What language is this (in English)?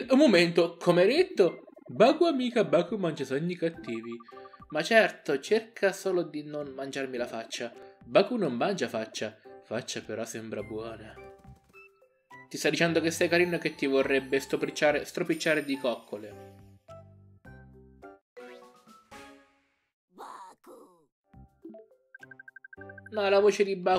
Italian